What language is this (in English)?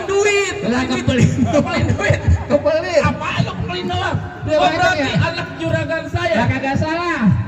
Betawi